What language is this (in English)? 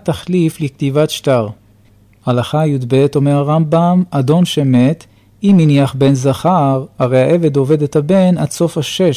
Hebrew